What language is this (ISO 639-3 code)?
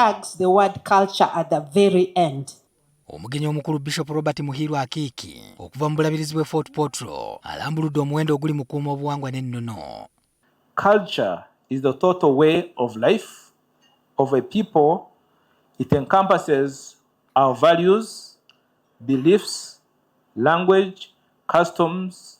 lug